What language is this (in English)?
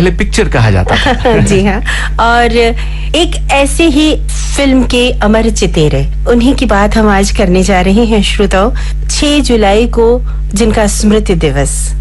Hindi